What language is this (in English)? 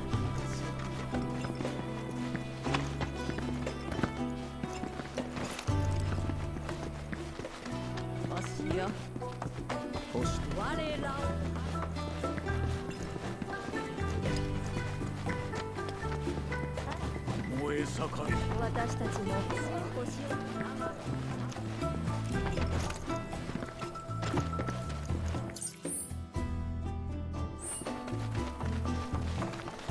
Japanese